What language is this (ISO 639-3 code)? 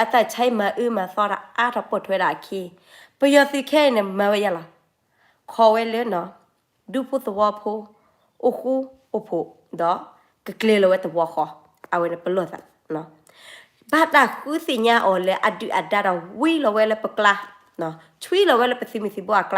ksw